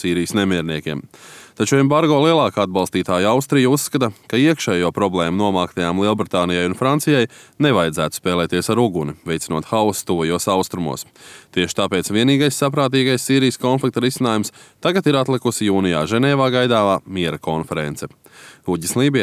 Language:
Latvian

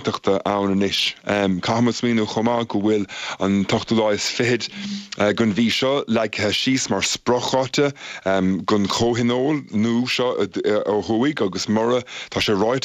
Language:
Irish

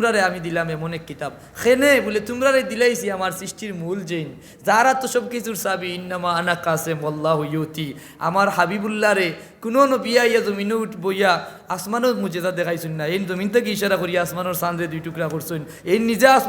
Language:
Sylheti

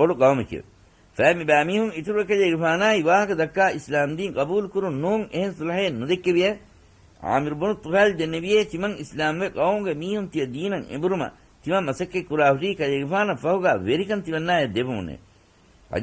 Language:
Divehi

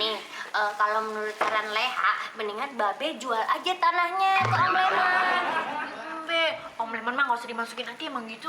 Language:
Betawi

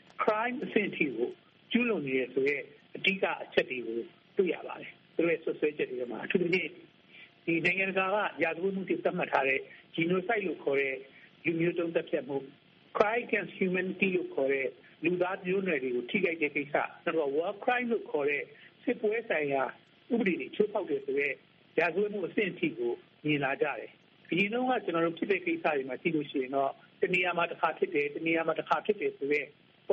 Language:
Burmese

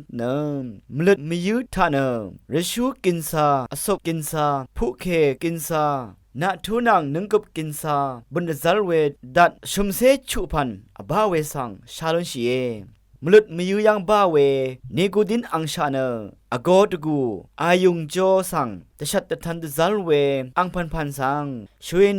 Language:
Rawang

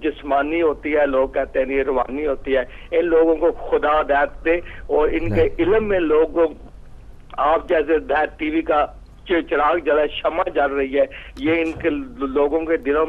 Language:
Urdu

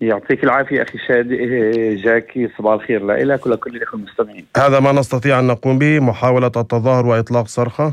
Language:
North Levantine Arabic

